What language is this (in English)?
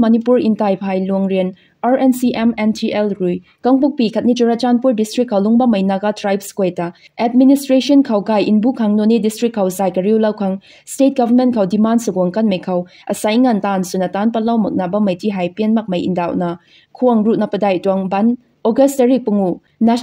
Rongmei Naga